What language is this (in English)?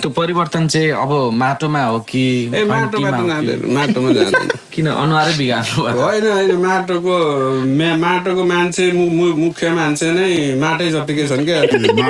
Nepali